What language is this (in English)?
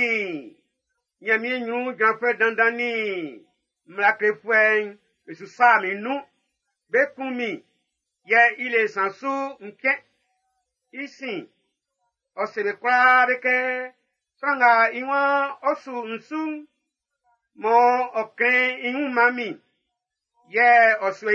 Baoulé